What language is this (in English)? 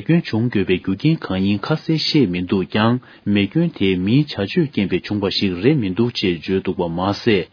Tibetan